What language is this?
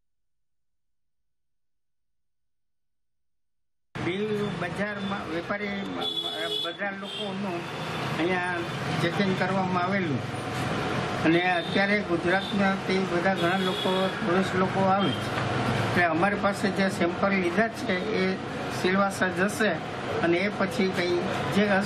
Gujarati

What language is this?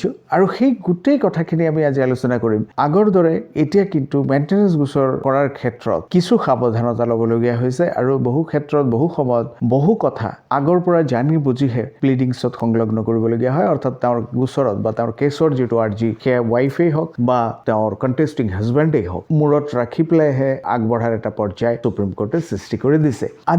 Assamese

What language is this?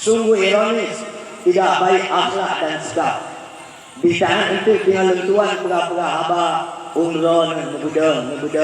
Achinese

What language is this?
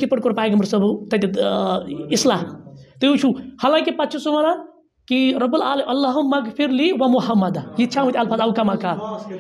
Kashmiri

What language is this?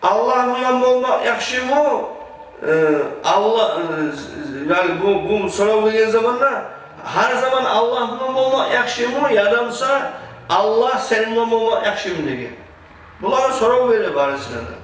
Kumyk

